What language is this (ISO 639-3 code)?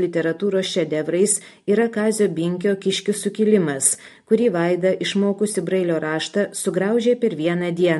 lit